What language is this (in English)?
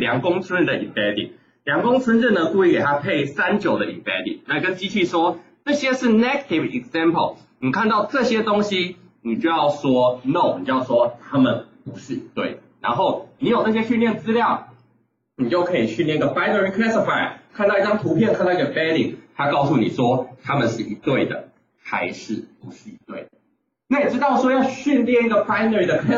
Chinese